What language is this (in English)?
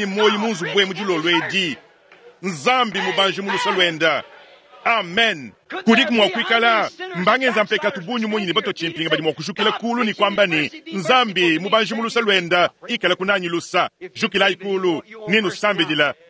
Luba-Lulua